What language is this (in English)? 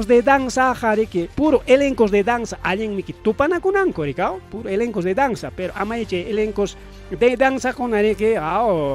Ayacucho Quechua